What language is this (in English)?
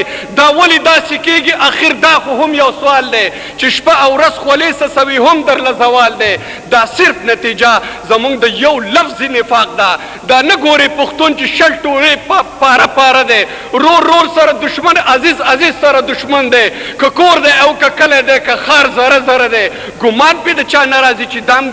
Pashto